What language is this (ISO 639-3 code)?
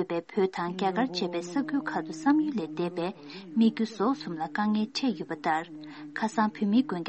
bod